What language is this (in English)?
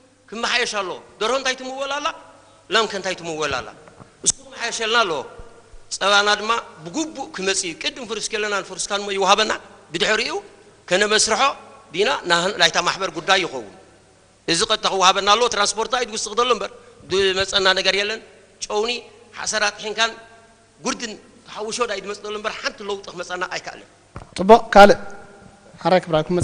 Tigrinya